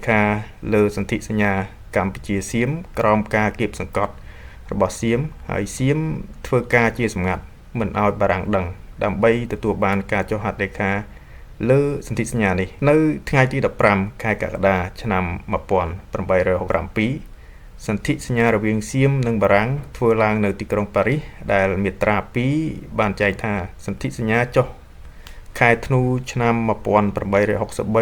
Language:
Khmer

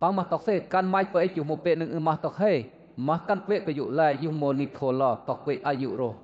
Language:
Western Lawa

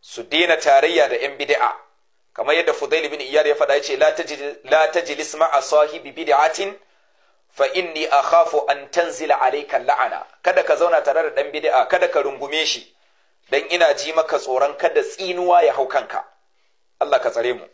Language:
Hausa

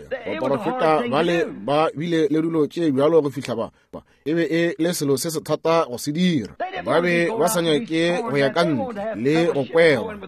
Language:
Northern Sotho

